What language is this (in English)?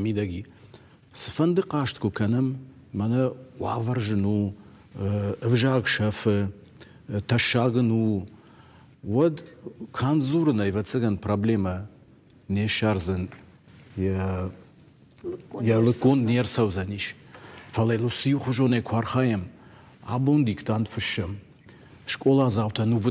Ossetic